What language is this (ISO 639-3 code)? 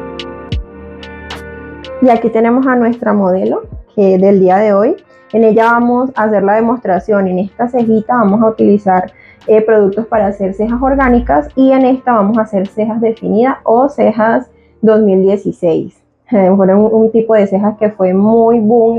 spa